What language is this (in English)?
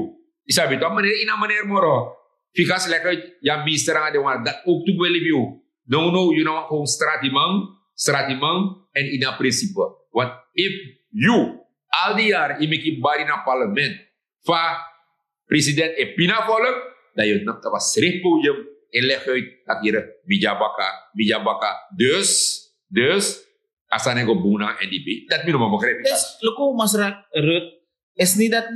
Sranan Tongo